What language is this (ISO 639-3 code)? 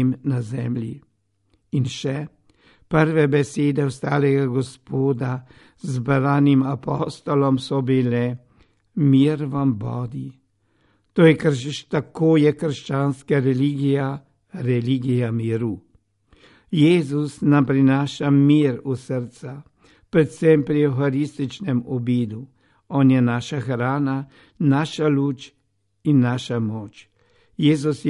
slv